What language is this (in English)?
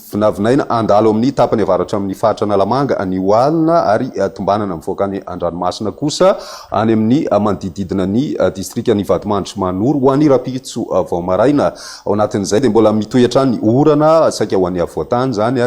Malagasy